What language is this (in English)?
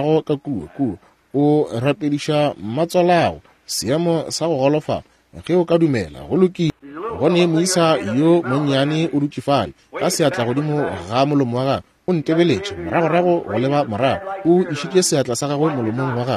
Northern Sotho